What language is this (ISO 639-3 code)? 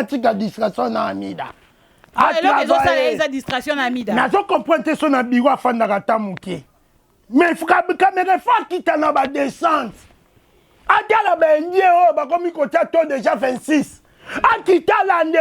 lin